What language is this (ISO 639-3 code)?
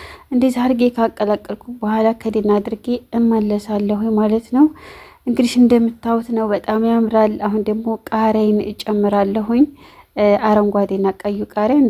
amh